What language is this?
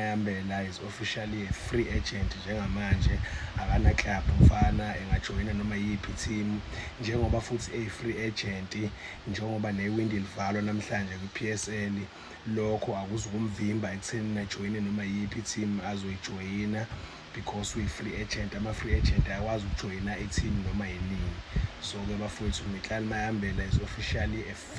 Zulu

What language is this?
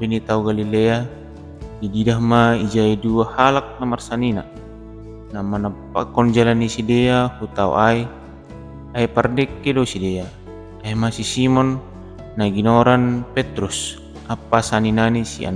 Batak Simalungun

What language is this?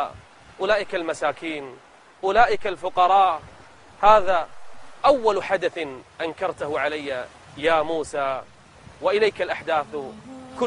Arabic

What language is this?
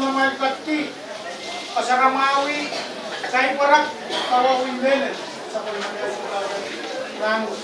Pohnpeian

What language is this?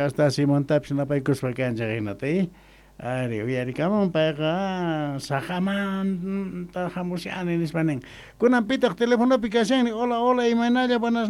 Quechua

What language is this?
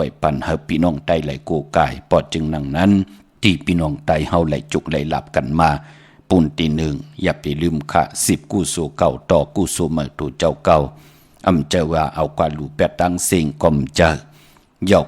Shan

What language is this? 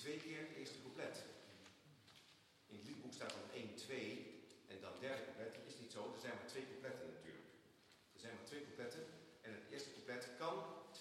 Dutch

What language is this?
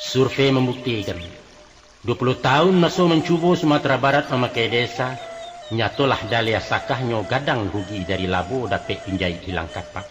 Minangkabau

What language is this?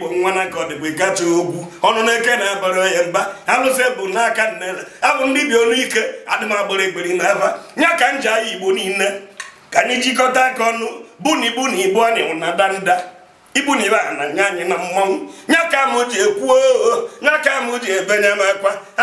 Igbo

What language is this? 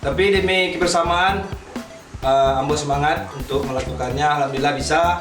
Minangkabau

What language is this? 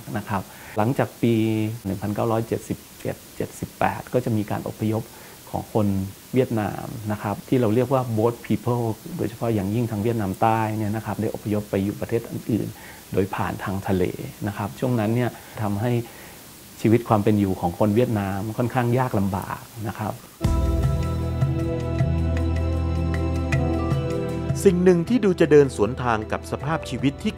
Thai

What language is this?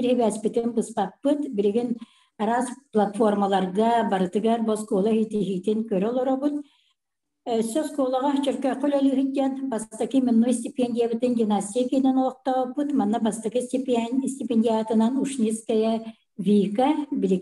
Yakut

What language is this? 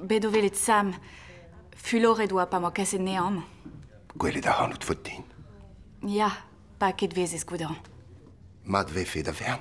Breton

